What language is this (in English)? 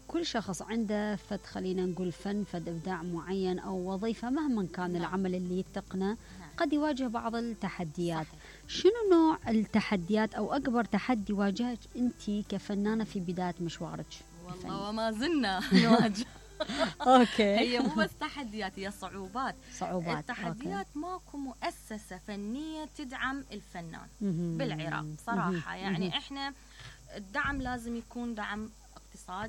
Mesopotamian Arabic